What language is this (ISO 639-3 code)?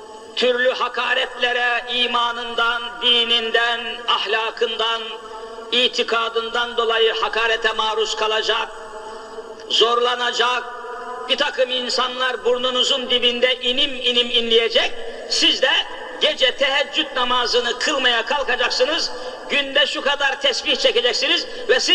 tur